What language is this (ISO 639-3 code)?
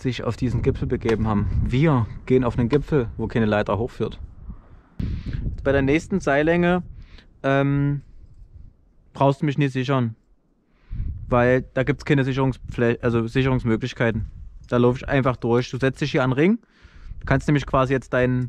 deu